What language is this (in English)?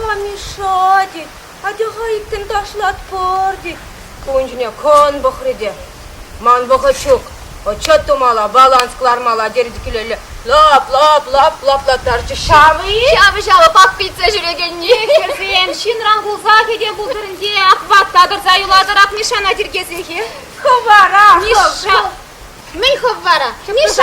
Chuvash